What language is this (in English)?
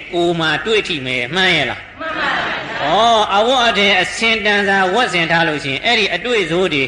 Burmese